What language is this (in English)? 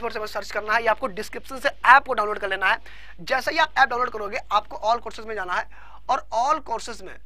Hindi